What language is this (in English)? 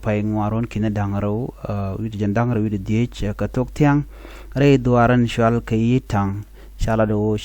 Nuer